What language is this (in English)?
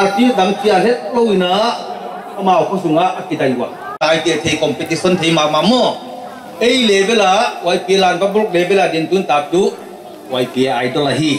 Paite Chin